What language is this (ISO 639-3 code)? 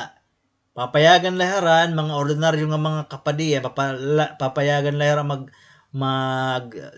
war